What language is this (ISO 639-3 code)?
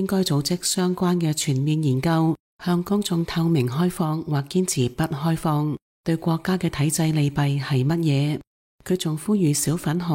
yue